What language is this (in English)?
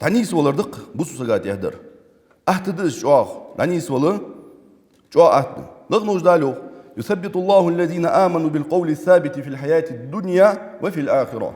Ingush